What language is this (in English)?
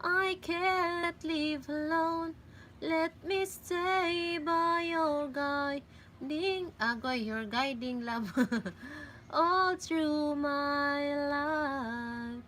Cebuano